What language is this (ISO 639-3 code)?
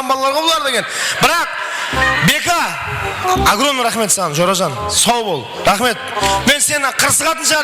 kaa